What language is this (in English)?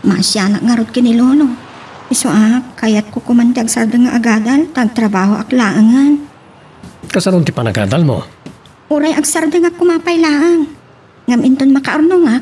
Iloko